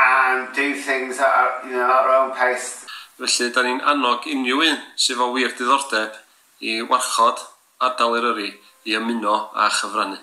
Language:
Welsh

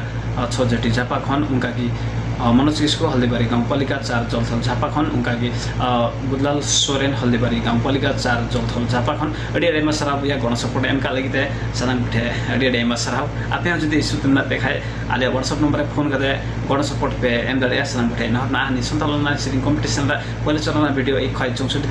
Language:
Santali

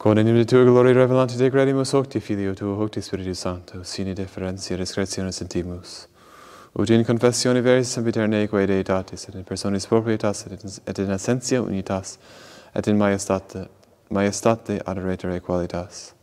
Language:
Latin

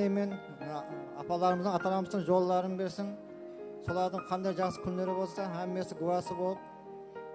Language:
Kara-Kalpak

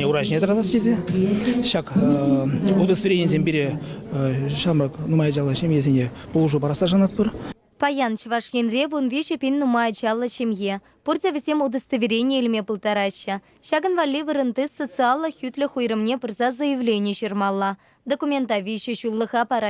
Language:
Chuvash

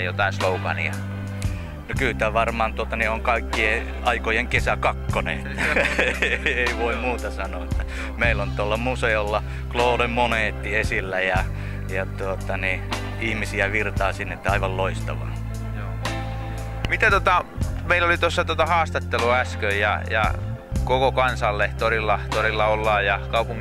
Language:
Finnish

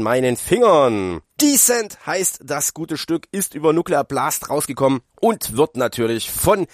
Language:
German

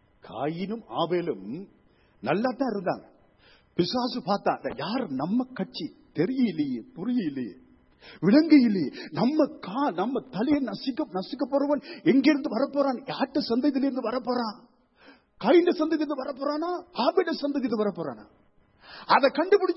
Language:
Tamil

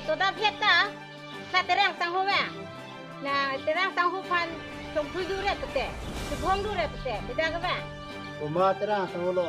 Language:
Karbi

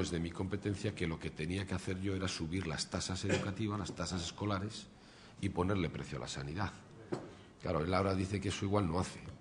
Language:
Spanish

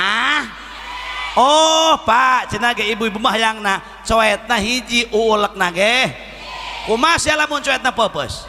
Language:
Sundanese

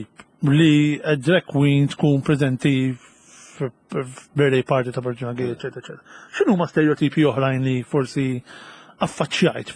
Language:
Maltese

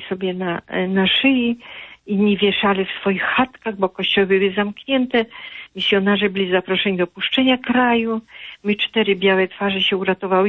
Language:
Polish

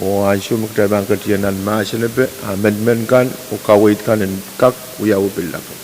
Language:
Pohnpeian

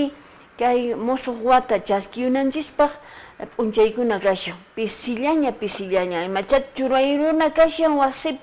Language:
Quechua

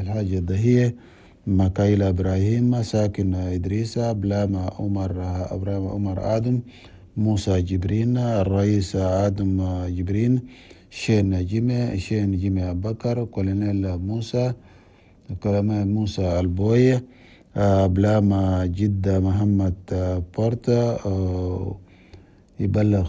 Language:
Chadian Arabic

